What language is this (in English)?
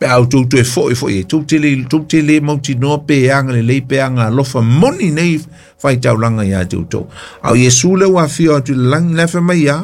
Samoan